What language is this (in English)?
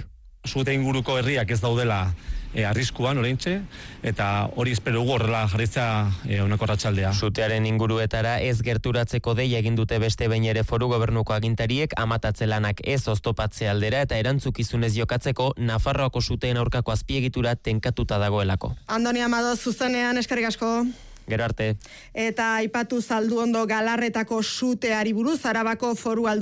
Basque